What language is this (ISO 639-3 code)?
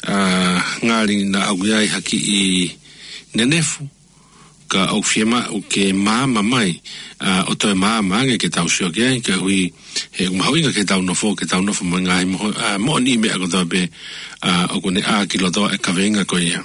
ton